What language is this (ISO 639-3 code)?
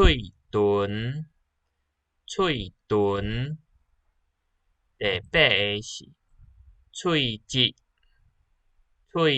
nan